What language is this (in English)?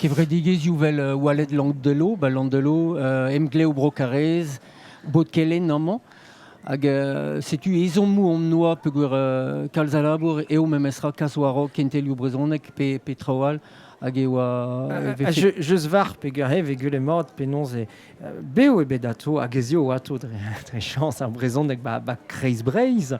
Breton